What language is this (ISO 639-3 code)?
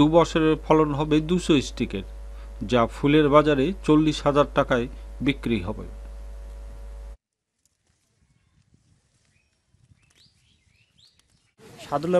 ben